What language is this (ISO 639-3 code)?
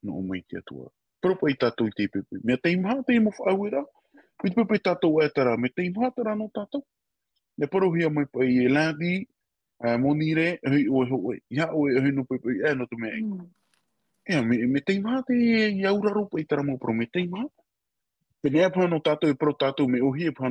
tah